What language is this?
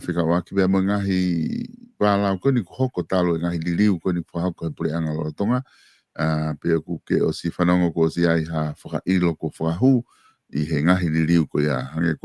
Tongan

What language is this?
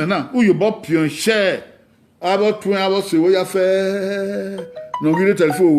Bini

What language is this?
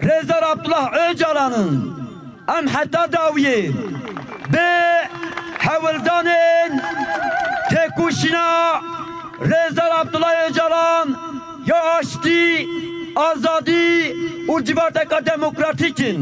Kurdish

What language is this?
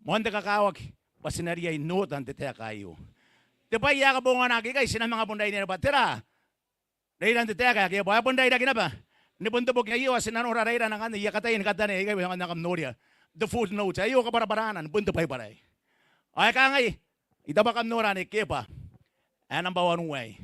Gilbertese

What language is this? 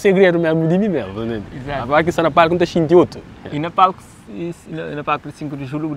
Kabuverdianu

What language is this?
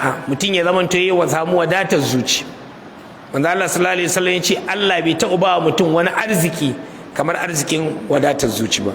Hausa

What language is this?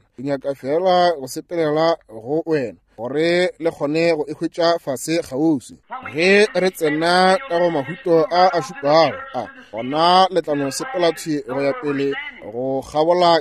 Northern Sotho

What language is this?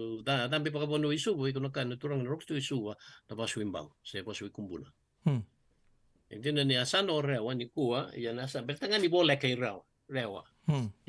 Fijian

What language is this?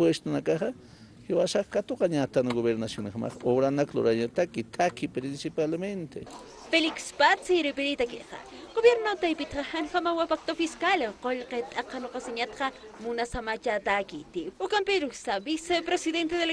Aymara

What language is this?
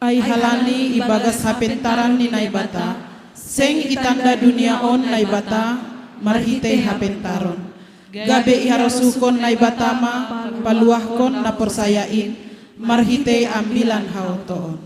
Batak Simalungun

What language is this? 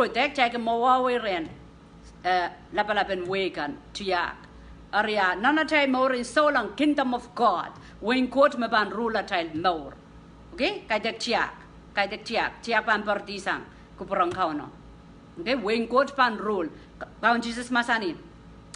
Pohnpeian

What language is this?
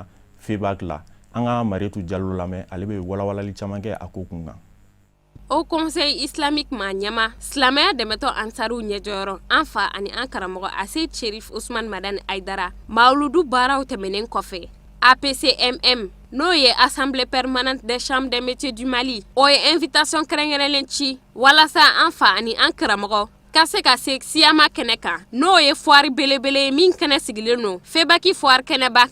Bambara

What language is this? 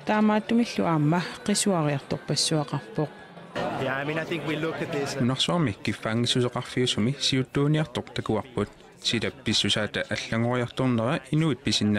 Kalaallisut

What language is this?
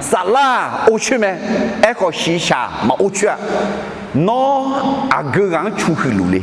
Akha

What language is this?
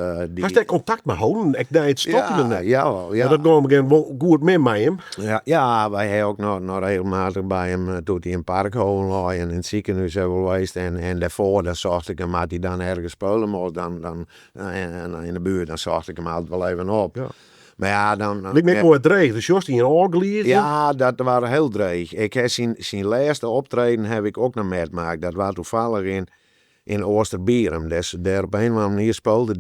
Western Frisian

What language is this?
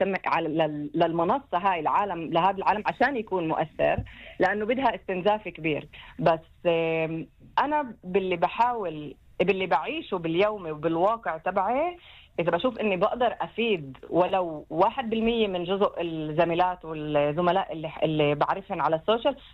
North Levantine Arabic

